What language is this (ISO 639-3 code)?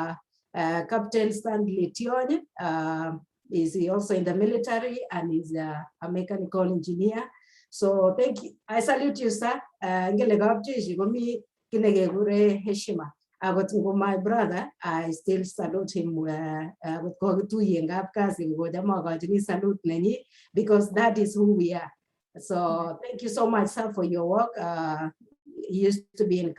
kln